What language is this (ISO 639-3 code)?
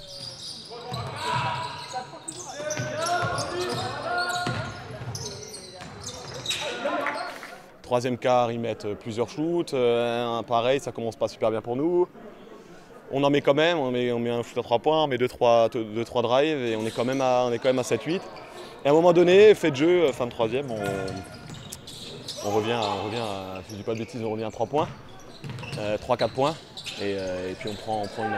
fra